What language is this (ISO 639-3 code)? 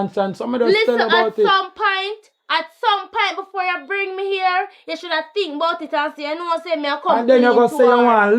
jam